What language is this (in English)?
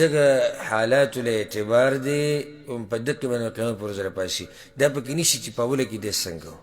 Pashto